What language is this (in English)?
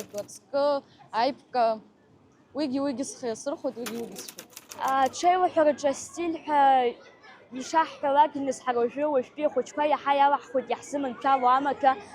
Abkhazian